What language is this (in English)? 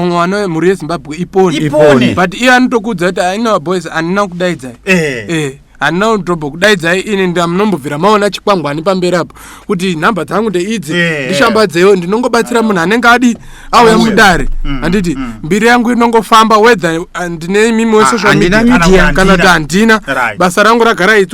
Shona